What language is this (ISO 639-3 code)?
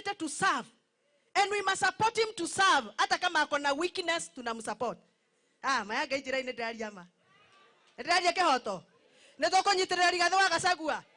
kik